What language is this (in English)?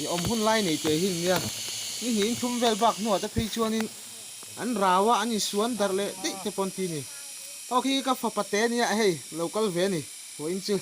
Mizo